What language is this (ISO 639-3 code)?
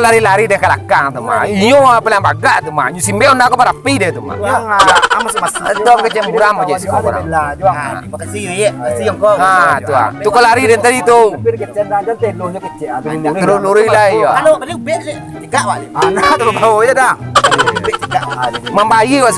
min